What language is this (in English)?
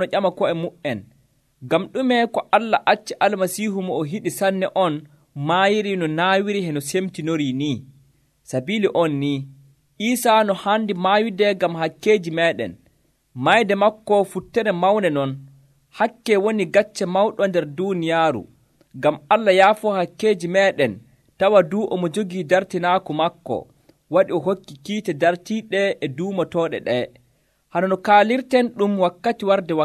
Nigerian Fulfulde